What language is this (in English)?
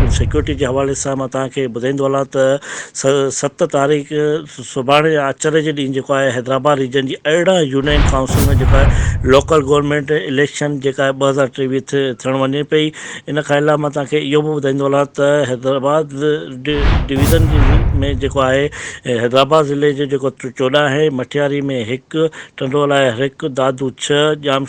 Sindhi